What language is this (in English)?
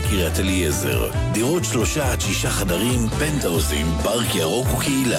Hebrew